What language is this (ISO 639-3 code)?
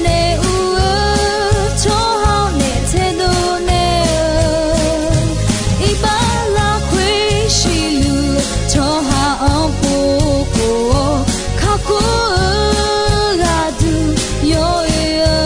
ahk